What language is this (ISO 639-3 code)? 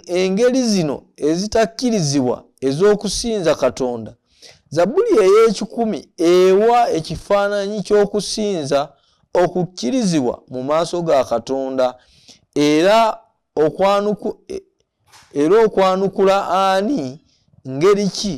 lug